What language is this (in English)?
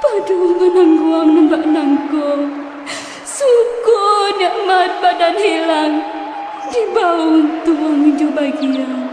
Minangkabau